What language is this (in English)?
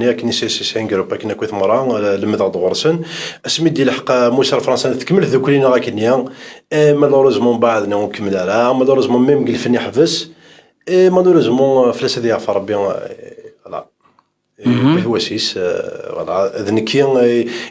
Kabyle